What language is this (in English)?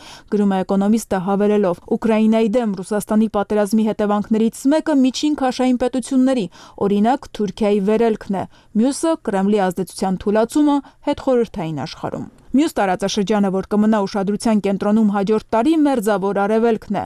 Armenian